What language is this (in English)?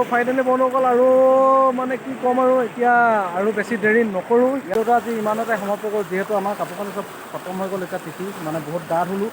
Assamese